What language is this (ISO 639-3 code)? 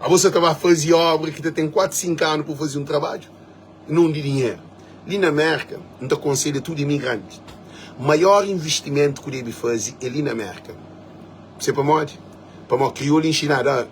kea